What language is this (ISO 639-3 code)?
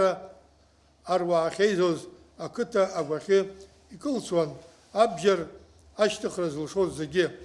abk